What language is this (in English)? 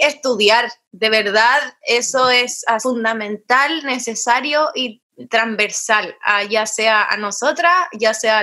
Spanish